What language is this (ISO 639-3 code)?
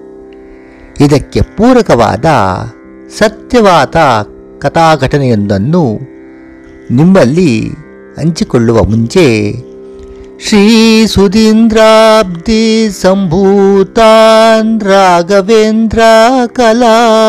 kan